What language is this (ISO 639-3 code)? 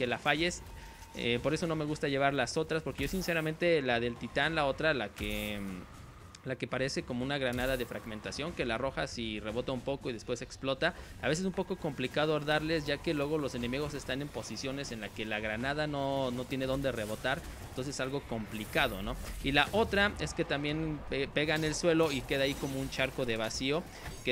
spa